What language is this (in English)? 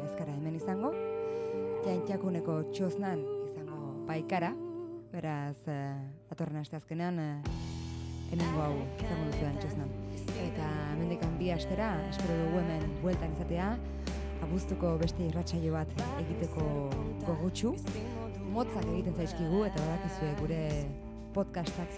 Basque